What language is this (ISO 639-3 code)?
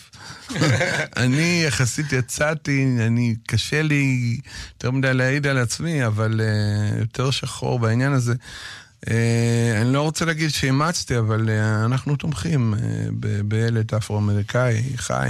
heb